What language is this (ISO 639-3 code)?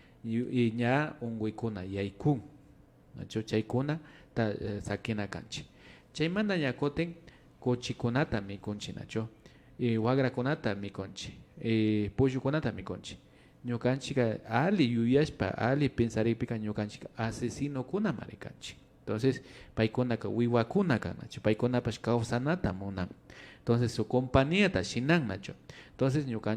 qvi